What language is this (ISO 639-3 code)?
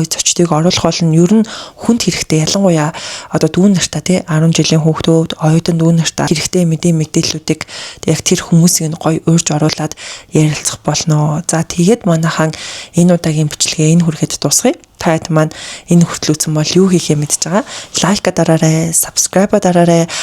mon